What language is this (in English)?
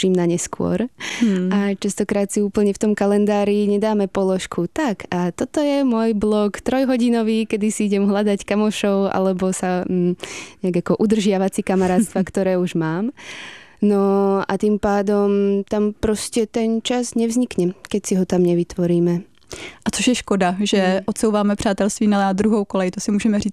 Slovak